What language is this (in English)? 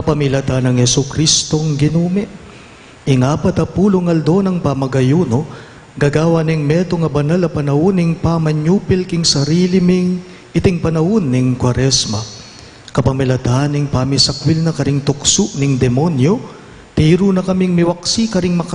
Pampanga